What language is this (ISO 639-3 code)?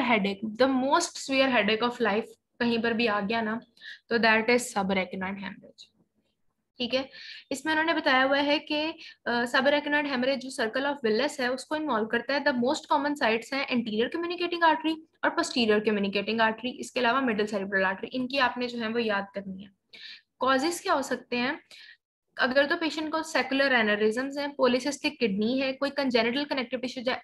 hin